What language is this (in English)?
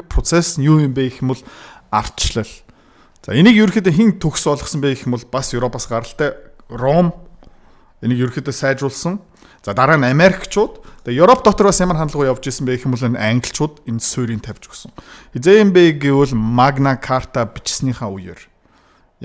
Mongolian